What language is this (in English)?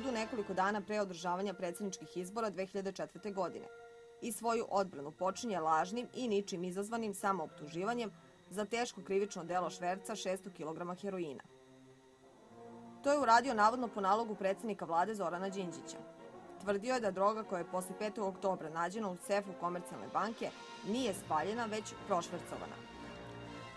Serbian